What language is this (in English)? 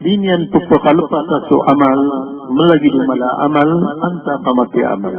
Maranao